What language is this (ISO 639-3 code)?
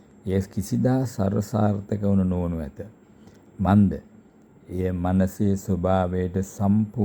sin